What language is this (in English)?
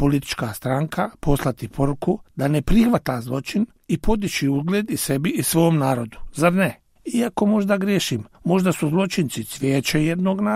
Bosnian